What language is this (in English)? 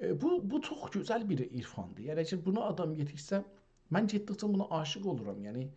South Azerbaijani